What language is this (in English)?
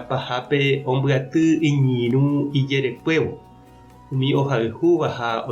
Guarani